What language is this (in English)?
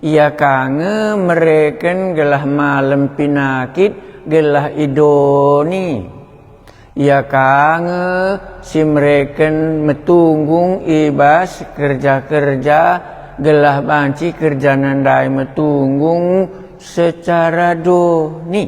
Batak Karo